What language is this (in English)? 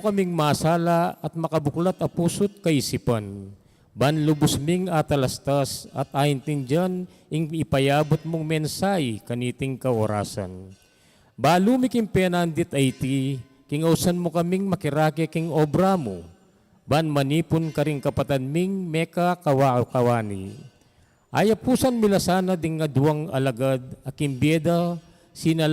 Pampanga